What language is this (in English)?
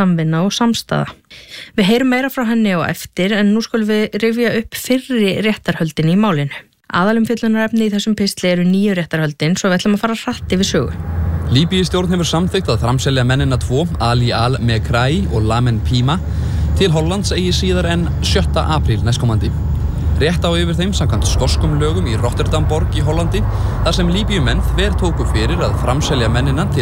Icelandic